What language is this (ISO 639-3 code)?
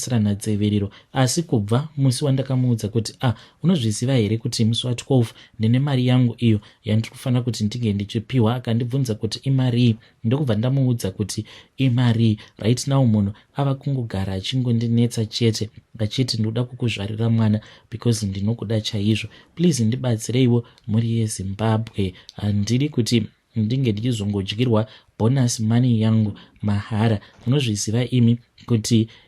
sna